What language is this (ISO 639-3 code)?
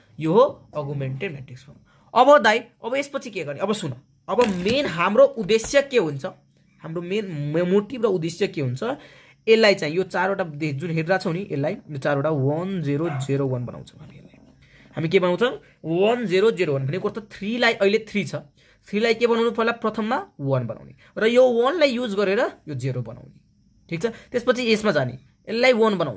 nep